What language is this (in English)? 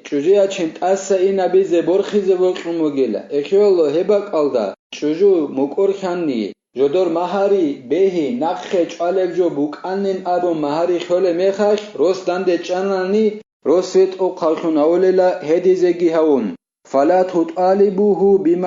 Avaric